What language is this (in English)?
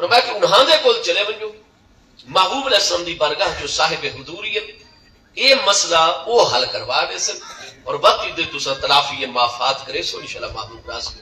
Saraiki